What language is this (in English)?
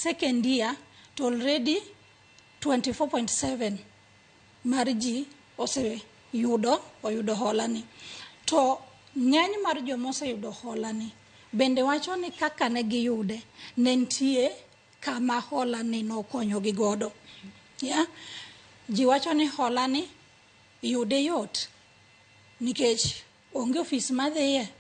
Luo (Kenya and Tanzania)